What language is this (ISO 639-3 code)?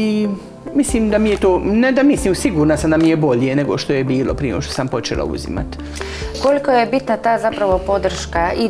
hrv